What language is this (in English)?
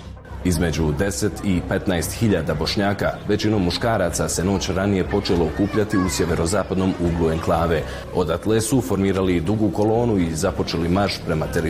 Bosnian